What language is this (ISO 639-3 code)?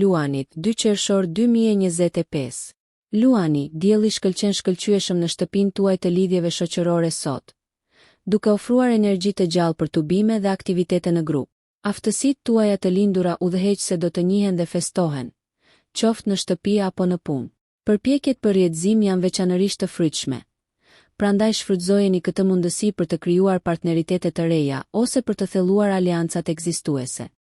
sqi